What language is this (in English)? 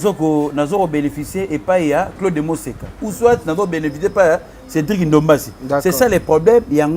Lingala